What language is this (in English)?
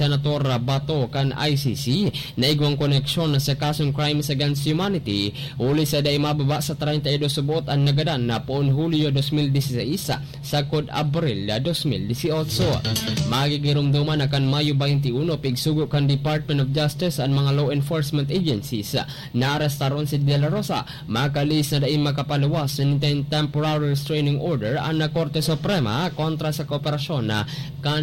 Bikol